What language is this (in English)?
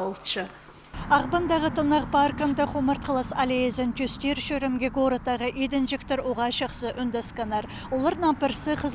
Khakas